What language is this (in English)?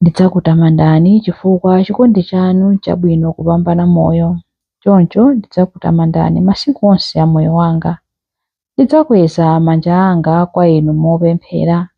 Nyanja